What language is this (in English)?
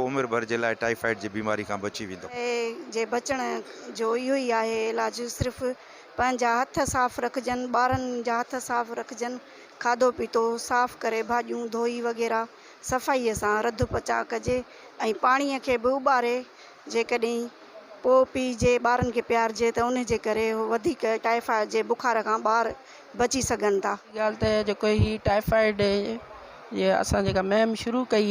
Sindhi